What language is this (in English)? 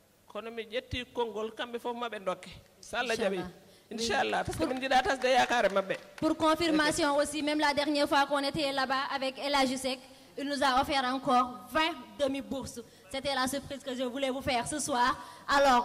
Fula